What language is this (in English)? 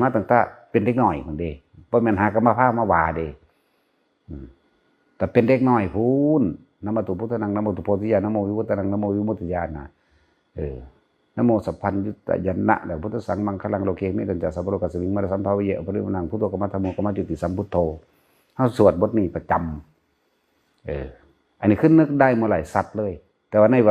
Northeastern Thai